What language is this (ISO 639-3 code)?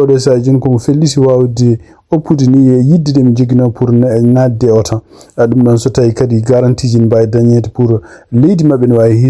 ful